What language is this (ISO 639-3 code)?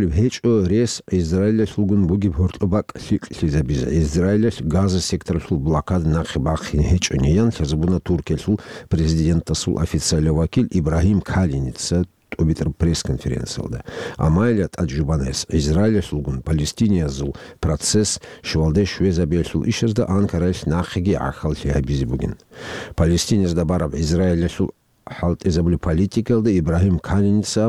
ava